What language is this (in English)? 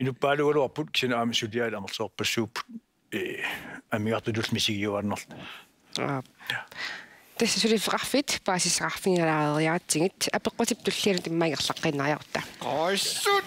Kalaallisut